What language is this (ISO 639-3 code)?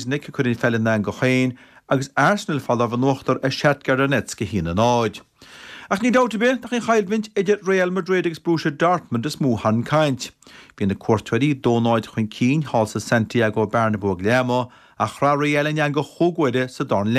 gle